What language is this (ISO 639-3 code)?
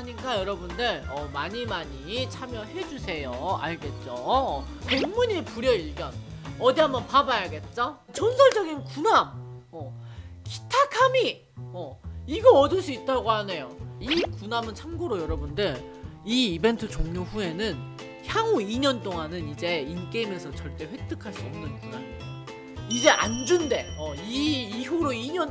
kor